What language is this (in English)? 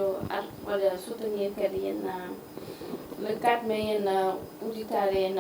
Fula